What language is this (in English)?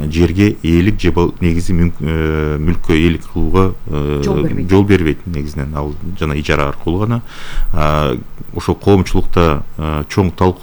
Kyrgyz